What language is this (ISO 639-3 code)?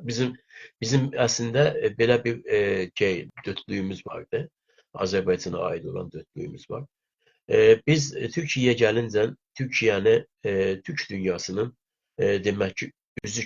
azb